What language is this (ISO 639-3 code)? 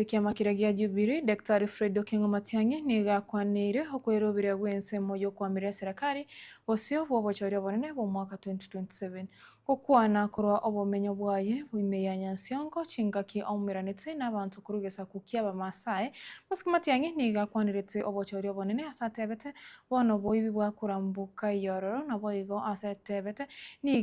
guz